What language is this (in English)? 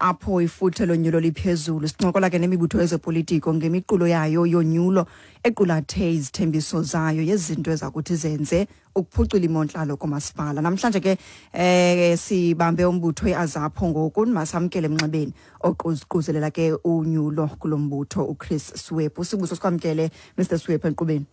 Xhosa